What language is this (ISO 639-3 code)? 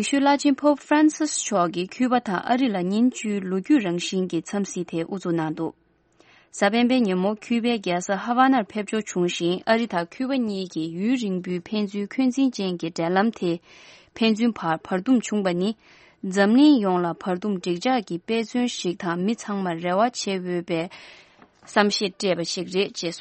bod